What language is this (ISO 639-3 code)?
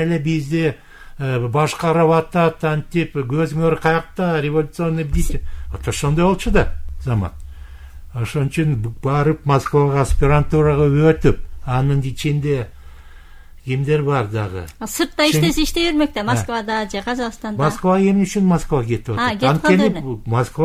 kir